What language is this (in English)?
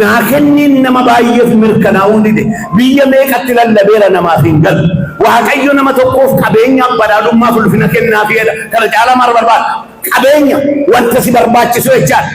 Oromo